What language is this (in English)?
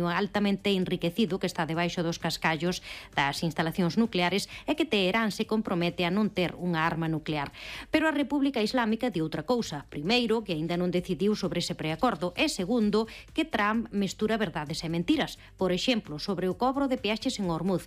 Galician